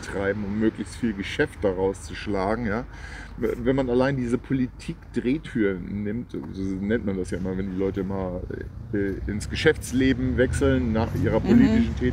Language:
German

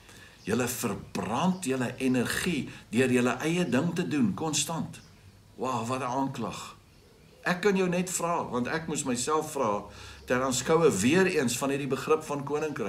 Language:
Afrikaans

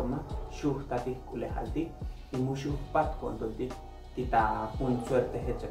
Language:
Tzotzil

